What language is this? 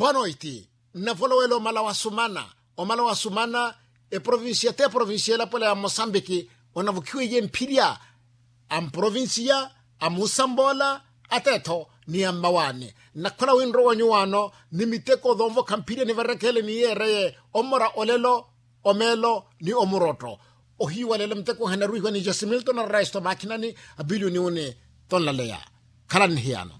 Makhuwa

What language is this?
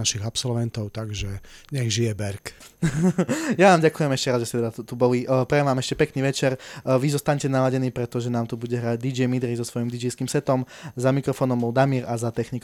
Slovak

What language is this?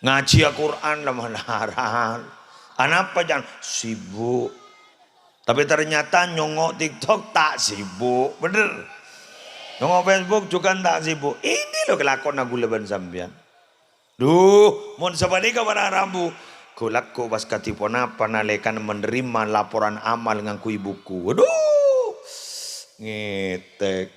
Madurese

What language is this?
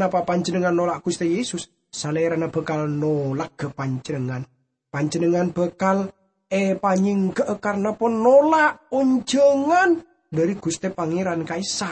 Madurese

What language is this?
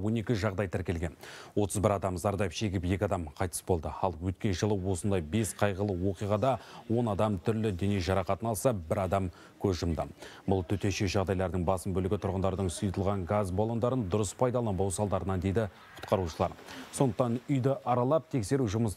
Kazakh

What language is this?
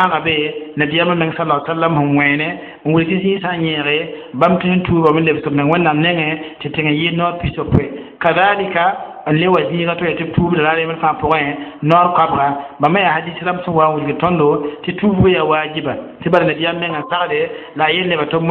Mossi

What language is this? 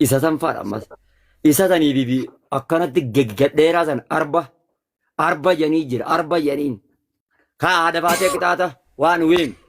Oromo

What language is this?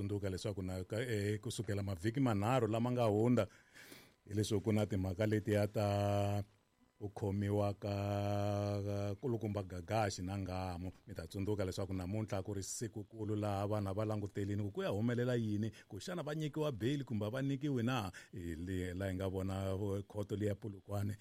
Tsonga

